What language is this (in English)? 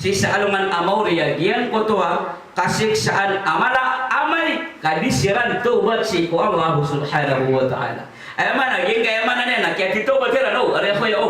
Maranao